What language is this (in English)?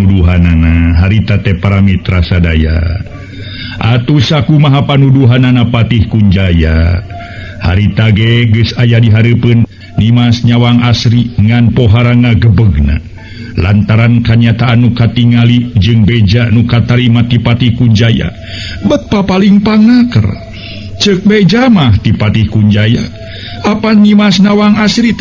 Sundanese